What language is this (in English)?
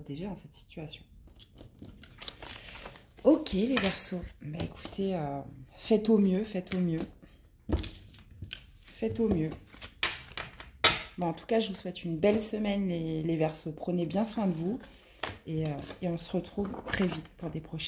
French